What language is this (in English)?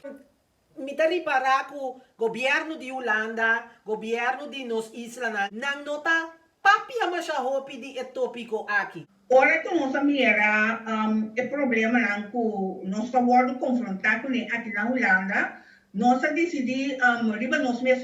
Papiamento